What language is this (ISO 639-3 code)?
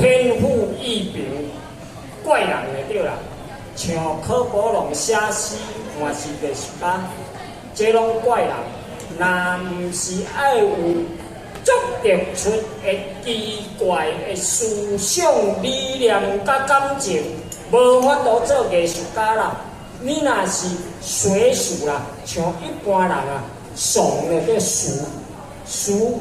nan